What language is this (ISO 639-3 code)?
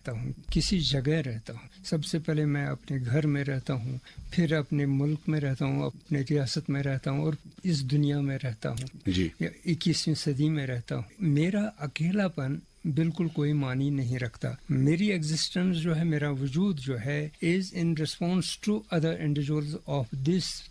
urd